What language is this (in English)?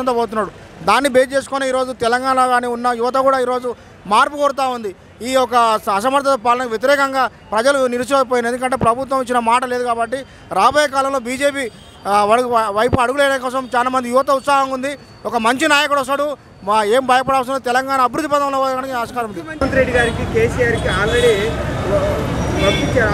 Telugu